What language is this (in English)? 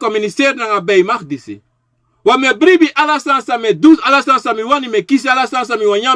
Sranan Tongo